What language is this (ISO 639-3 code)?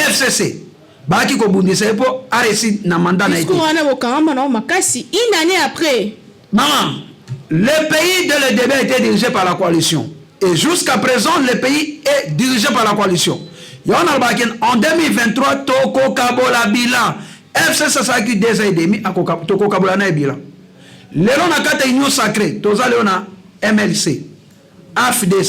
lin